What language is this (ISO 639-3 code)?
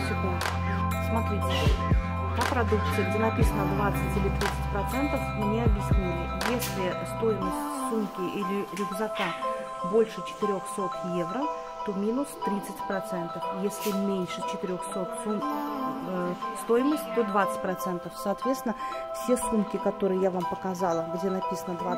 rus